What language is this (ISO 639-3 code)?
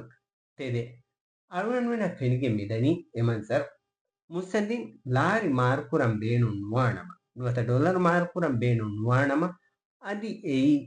div